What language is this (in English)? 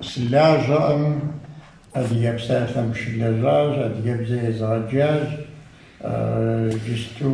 Kabardian